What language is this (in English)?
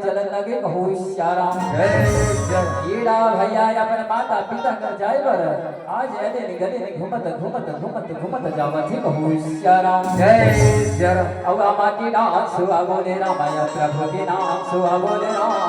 Chhattisgarhi